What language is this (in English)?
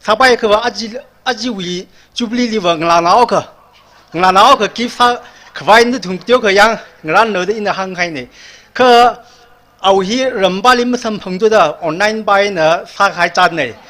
Tangkhul Naga (India)